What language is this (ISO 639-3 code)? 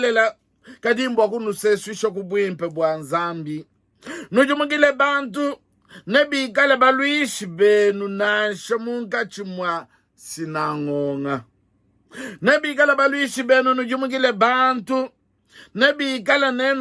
lua